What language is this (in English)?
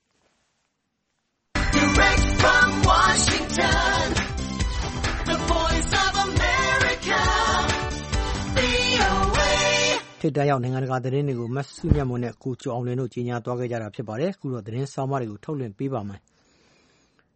Burmese